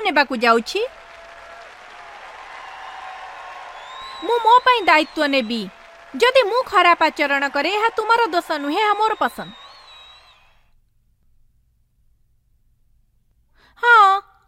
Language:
Odia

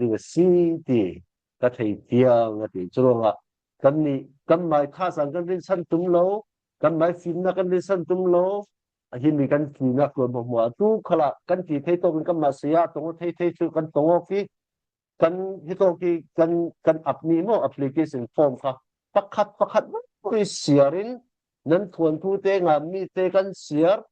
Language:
Falam Chin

